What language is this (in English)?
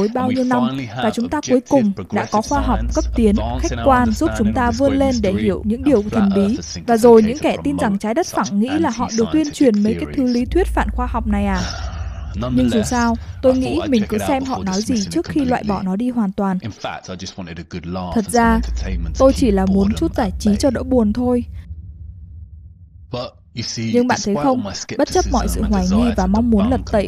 Vietnamese